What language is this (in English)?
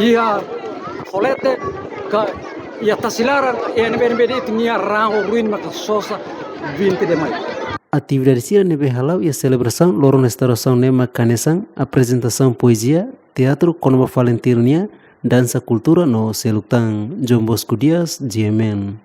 Tetum